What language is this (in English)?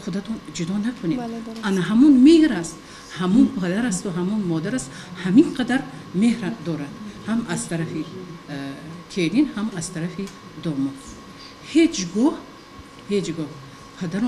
Tajik